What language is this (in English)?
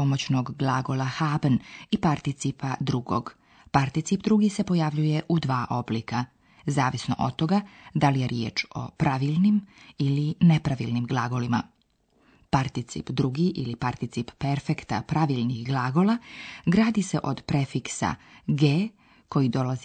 Slovenian